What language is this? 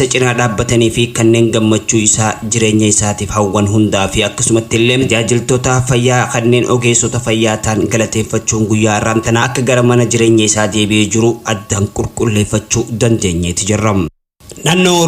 Oromo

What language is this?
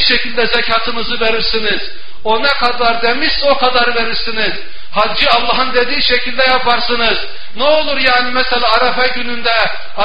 Turkish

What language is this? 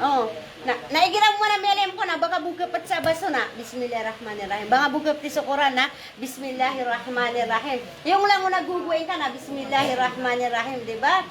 Maranao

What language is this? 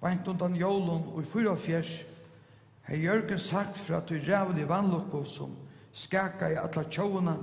Faroese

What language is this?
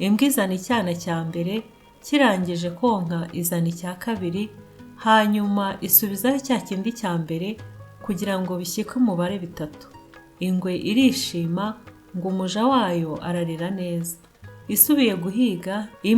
Kinyarwanda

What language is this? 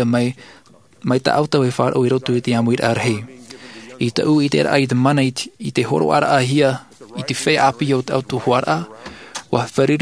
Tahitian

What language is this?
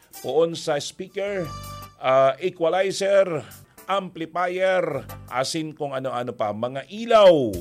Bikol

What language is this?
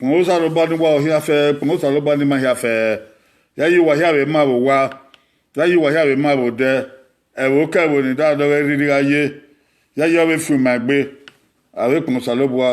Bini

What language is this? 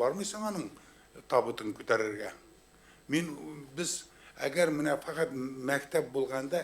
Tatar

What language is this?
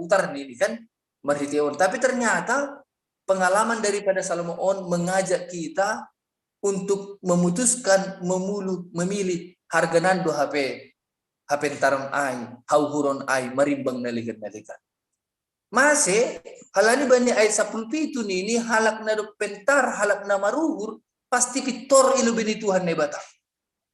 Batak Simalungun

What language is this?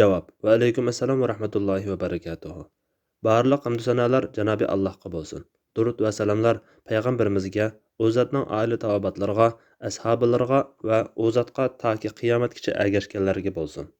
Uyghur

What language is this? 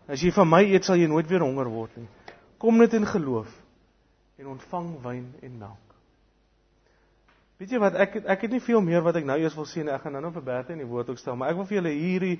Afrikaans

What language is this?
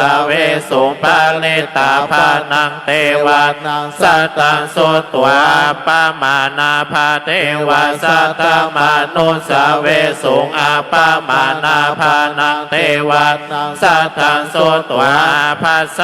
Pali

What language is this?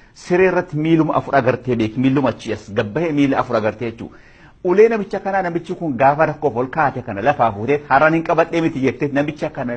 Oromo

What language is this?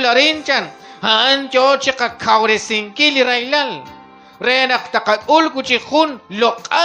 Kekchí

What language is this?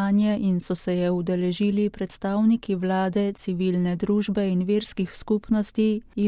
Slovenian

